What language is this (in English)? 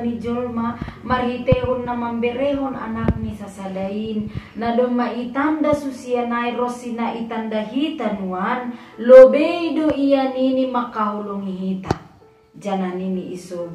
Batak Simalungun